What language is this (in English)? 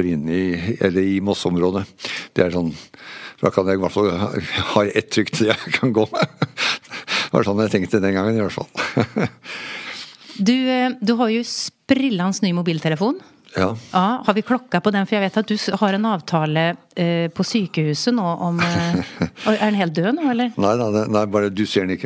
Norwegian